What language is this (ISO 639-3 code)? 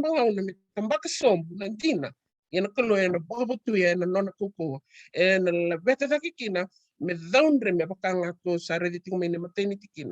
fij